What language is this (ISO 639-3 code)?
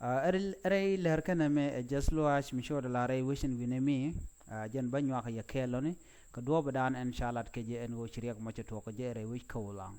nus